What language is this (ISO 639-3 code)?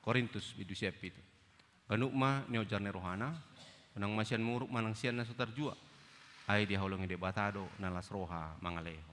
bbc